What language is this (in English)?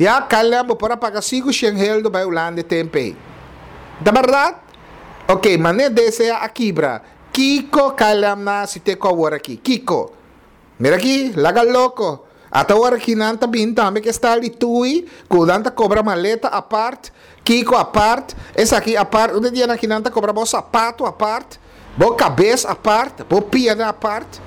Papiamento